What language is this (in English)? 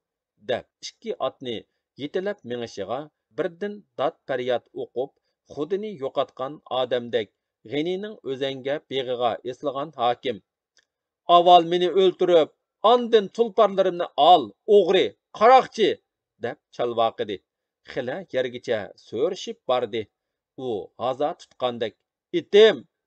Uyghur